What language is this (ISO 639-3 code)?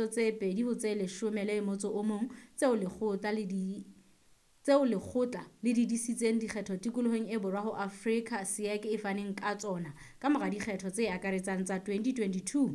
sot